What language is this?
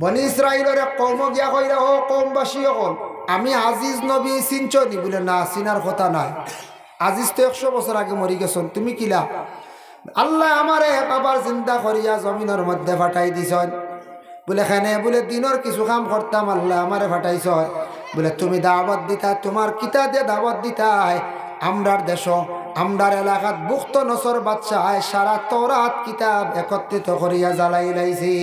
Sylheti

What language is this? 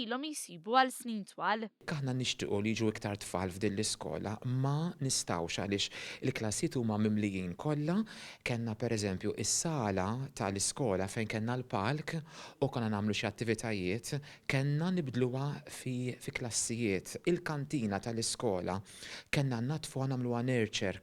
Maltese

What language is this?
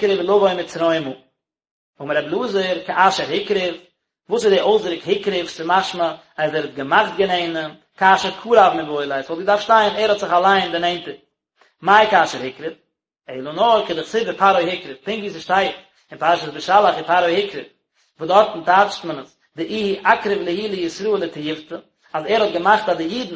Yiddish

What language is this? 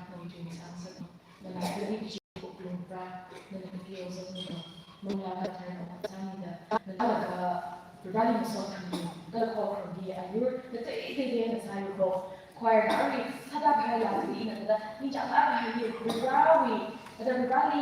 Tangkhul Naga (India)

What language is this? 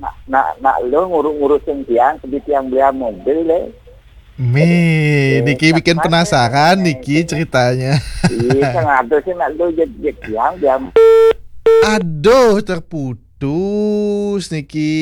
Balinese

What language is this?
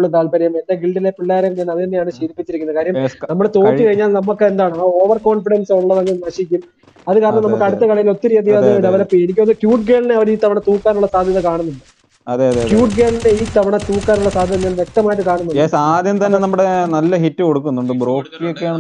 Malayalam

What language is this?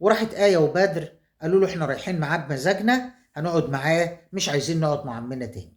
Egyptian Arabic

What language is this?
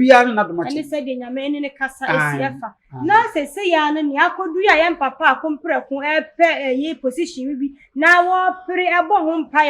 Akan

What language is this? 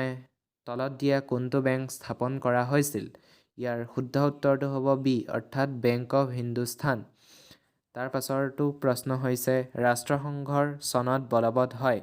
Assamese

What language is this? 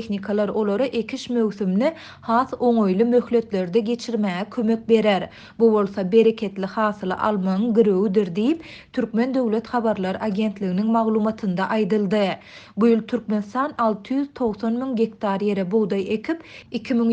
Turkmen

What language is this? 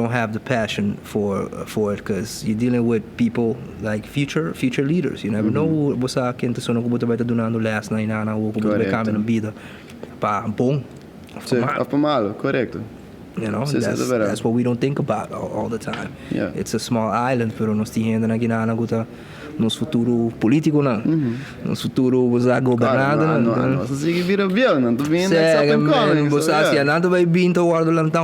Papiamento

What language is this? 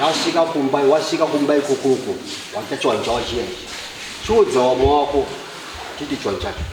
Shona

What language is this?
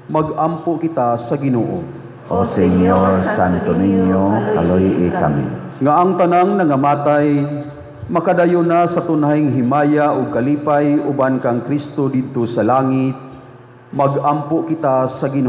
Cebuano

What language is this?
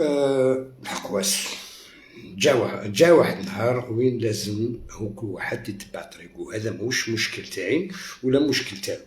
Algerian Arabic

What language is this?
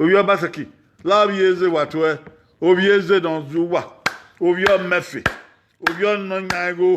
Bini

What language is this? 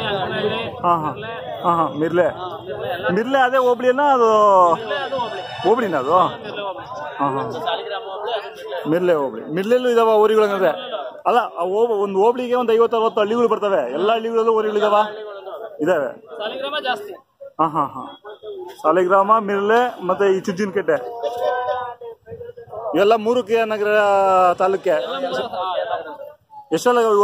Kannada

